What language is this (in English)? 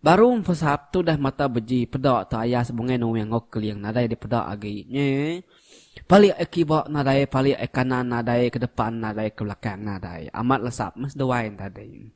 Iban